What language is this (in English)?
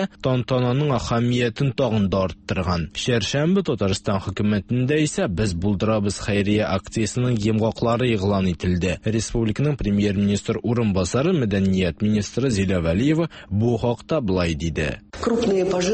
Tatar